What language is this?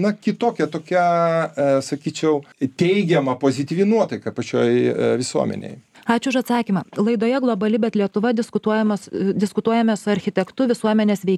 Lithuanian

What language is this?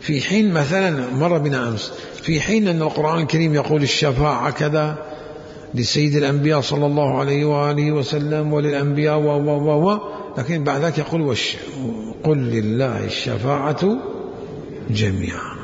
Mesopotamian Arabic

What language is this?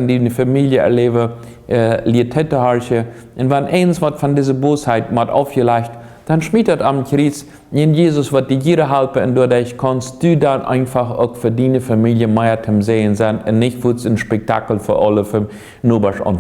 Plautdietsch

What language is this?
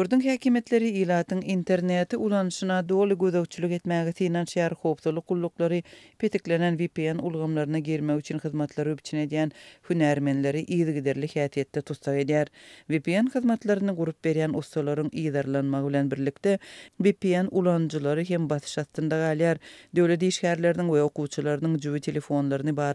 Turkmen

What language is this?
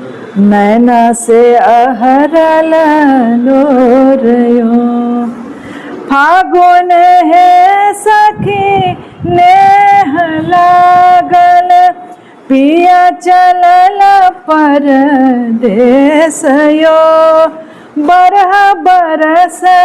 Maithili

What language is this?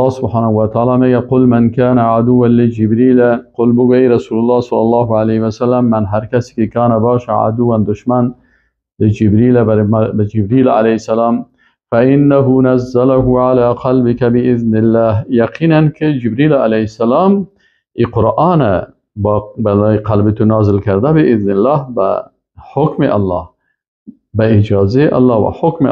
Persian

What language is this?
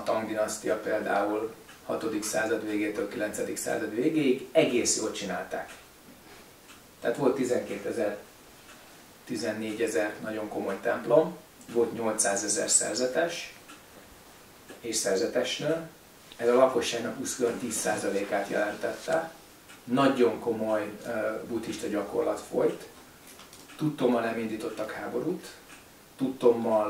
Hungarian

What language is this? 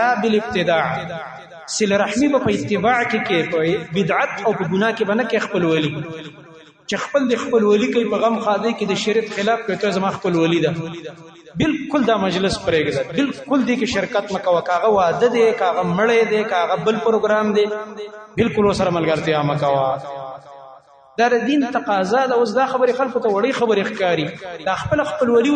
Pashto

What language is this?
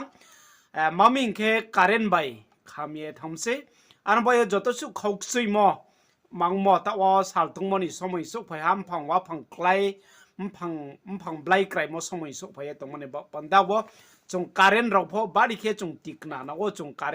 Riang (India)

